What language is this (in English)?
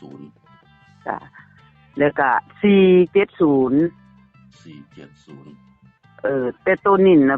Northeastern Thai